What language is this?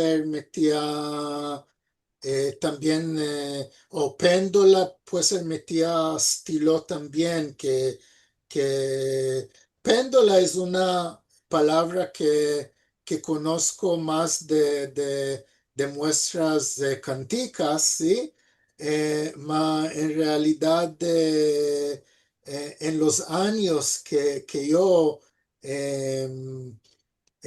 Ladino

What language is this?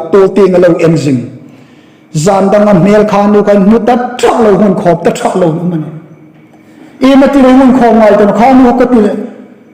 Hmar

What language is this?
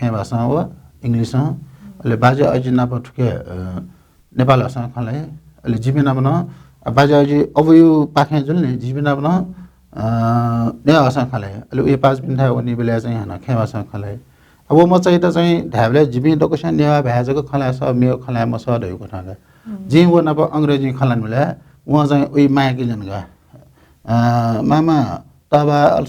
Newari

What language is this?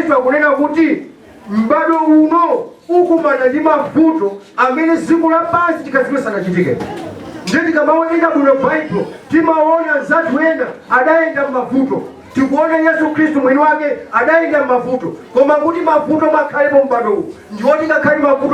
Nyanja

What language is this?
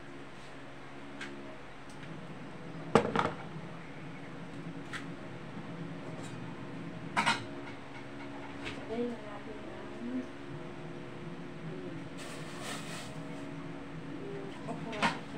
Filipino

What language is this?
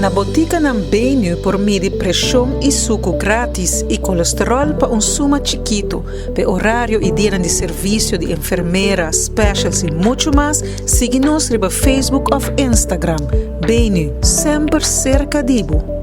Papiamento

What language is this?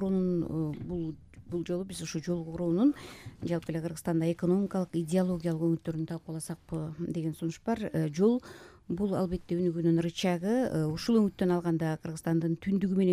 Kyrgyz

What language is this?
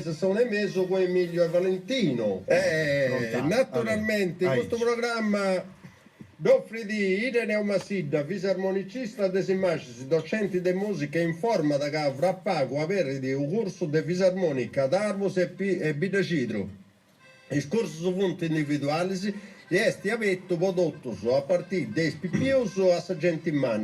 Sardinian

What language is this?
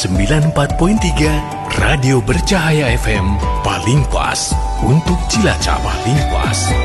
Indonesian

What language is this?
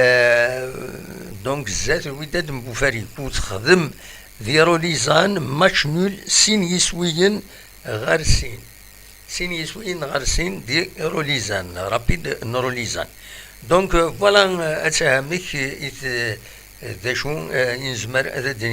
Kabyle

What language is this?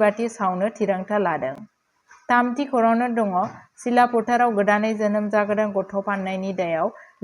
Bodo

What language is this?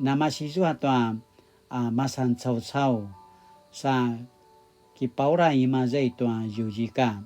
Paiwan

